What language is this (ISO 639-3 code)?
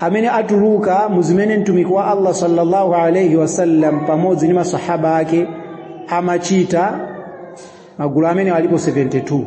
nya